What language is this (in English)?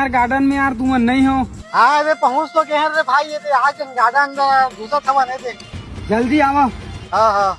Chhattisgarhi